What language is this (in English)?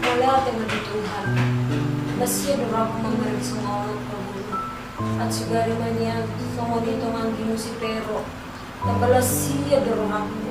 Batak Toba